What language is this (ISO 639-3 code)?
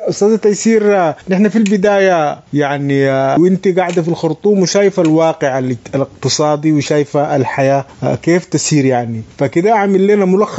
apd